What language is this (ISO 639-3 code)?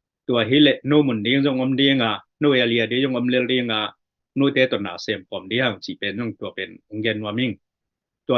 ctd